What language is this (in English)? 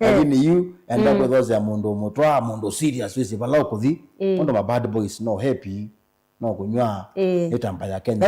Kamba